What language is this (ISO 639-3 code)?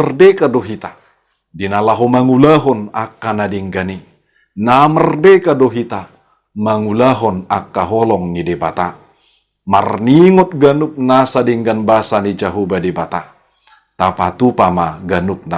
bbc